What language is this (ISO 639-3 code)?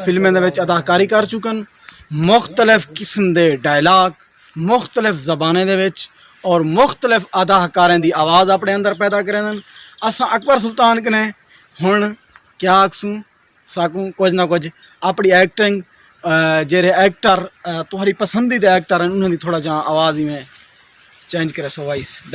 skr